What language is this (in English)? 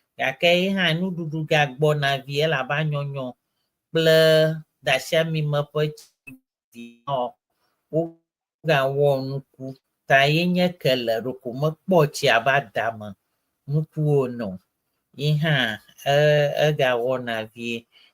Ewe